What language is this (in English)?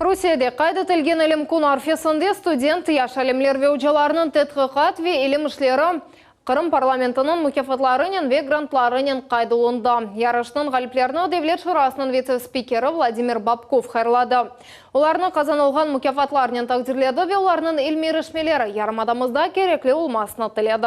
Crimean Tatar